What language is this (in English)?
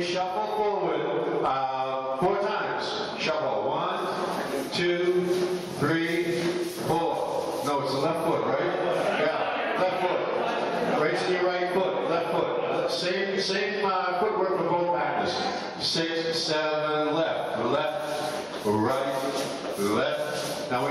English